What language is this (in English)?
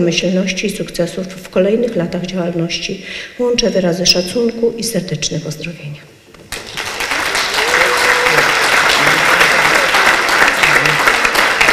Polish